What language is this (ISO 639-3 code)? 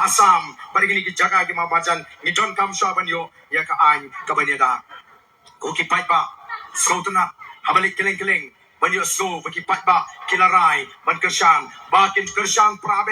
kha